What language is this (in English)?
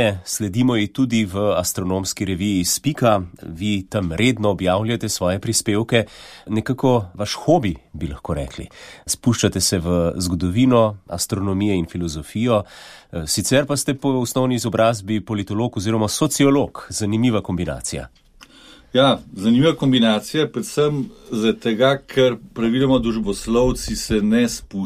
Slovenian